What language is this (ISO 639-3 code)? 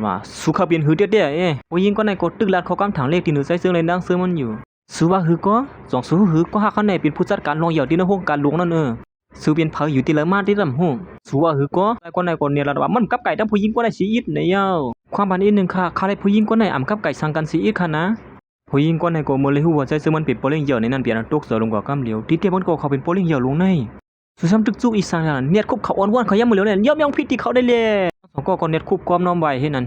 shn